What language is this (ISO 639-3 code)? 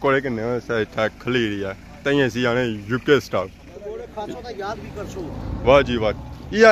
phr